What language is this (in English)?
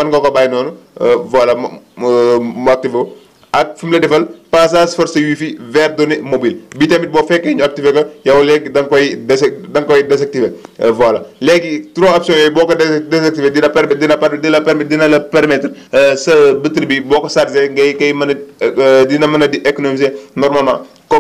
Wolof